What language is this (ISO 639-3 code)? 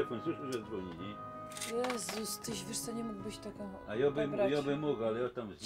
szl